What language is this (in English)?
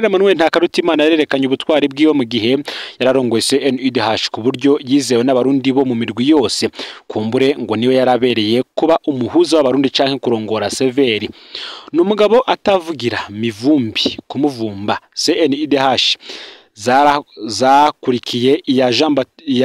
Rundi